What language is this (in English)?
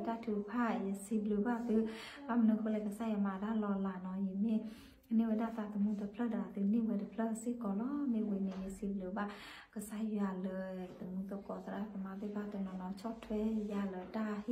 S'gaw Karen